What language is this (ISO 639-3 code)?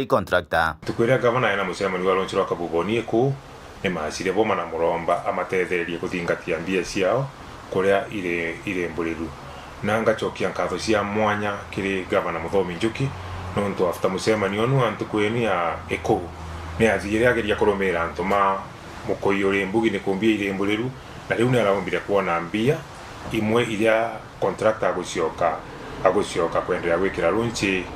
mer